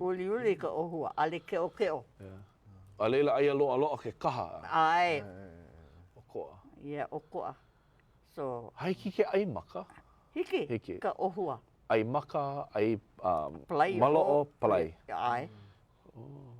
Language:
Hawaiian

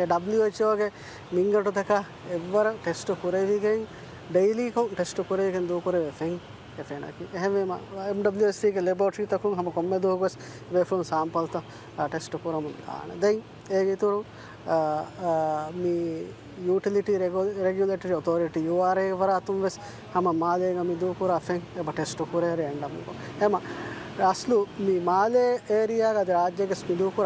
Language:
Divehi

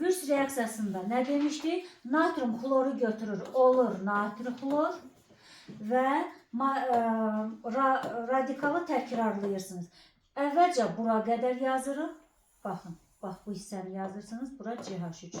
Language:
Azerbaijani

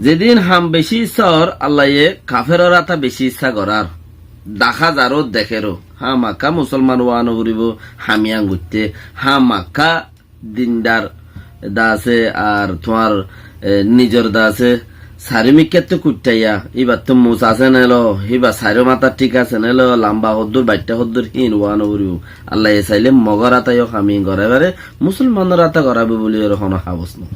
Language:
Rohingya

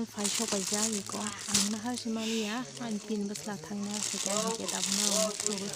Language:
Kok Borok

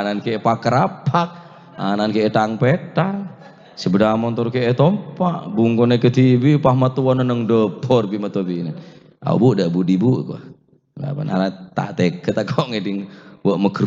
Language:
Madurese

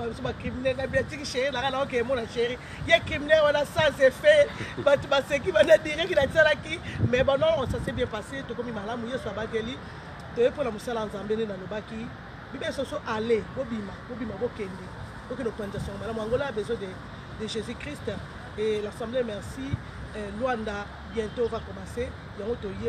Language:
Lingala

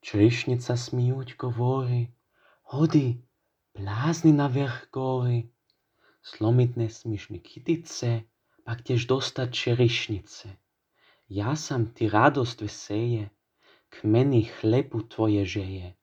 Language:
Croatian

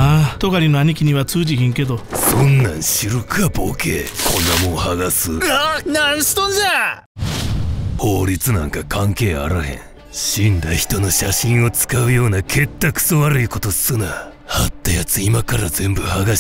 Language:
Japanese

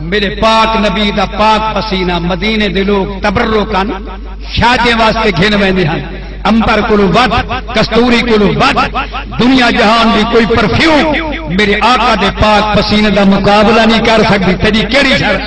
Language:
Saraiki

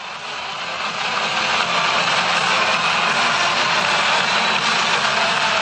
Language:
English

